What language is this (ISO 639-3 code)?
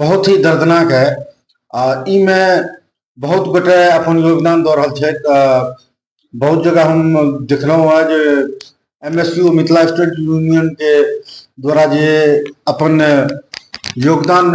mai